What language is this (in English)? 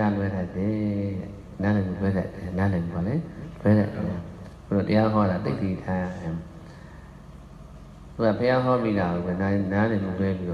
Burmese